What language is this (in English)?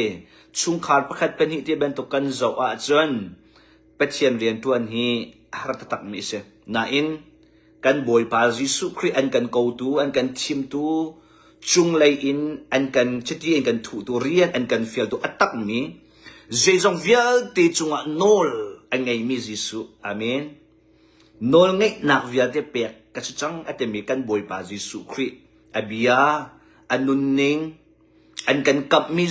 Hakha Chin